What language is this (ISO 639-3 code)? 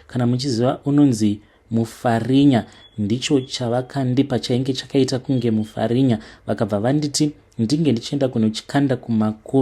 sna